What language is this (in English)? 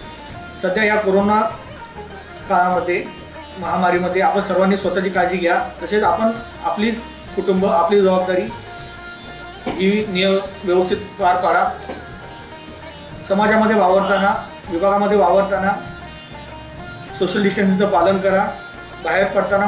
Marathi